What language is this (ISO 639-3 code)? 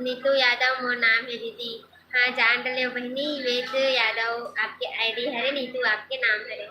hne